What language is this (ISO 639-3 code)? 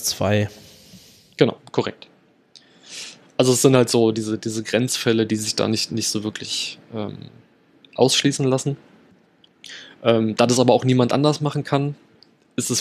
deu